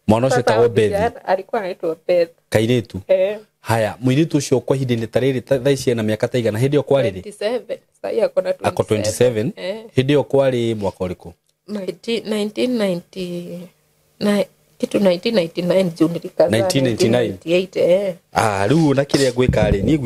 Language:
Kikuyu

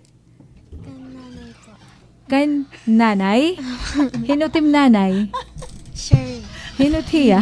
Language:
Waray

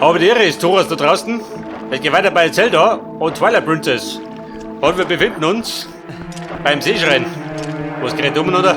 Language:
Bavarian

